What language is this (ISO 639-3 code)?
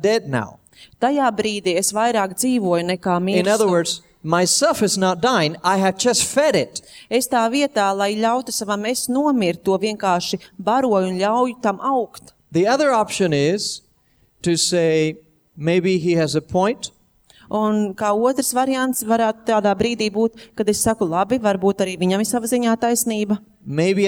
lav